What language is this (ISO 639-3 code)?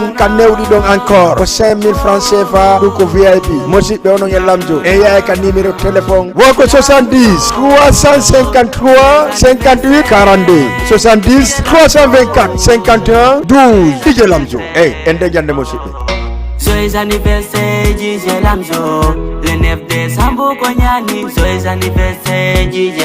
ful